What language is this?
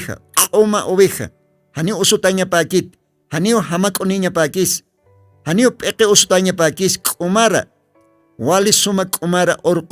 Aymara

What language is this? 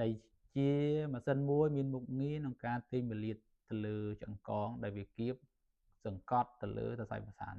Khmer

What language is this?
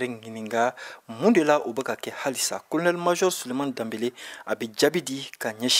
Bambara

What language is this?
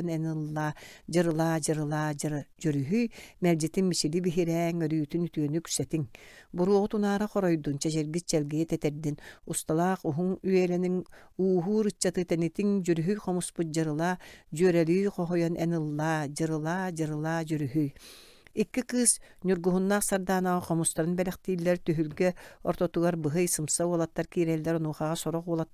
Yakut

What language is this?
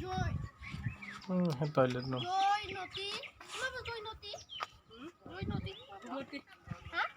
Kok Borok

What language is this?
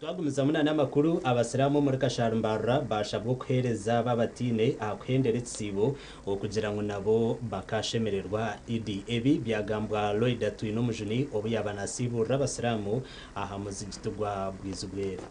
Nyankole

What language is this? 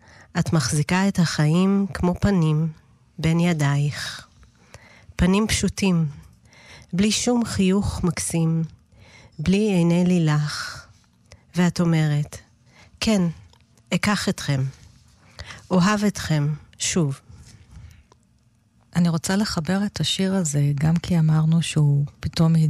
Hebrew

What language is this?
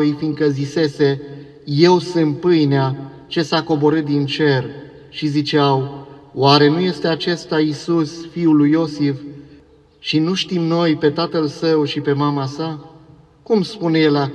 Romanian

